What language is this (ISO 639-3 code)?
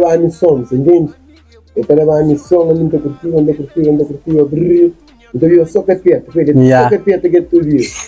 kea